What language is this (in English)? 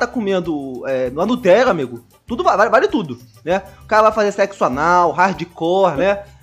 Portuguese